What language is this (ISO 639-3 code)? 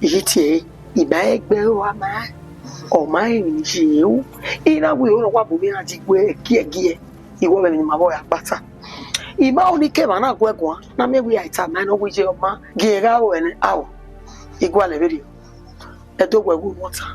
bin